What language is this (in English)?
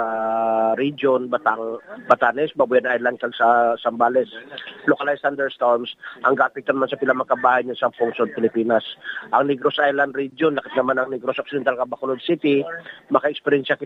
Hiligaynon